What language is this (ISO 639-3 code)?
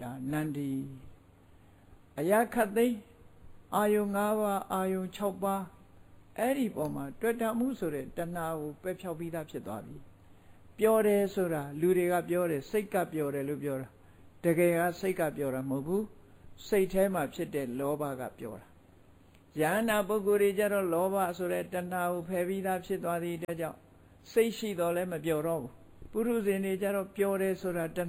mya